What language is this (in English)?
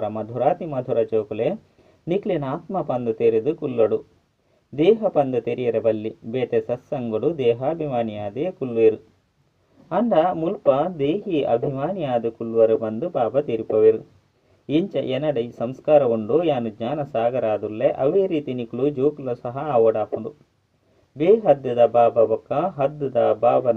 Tulu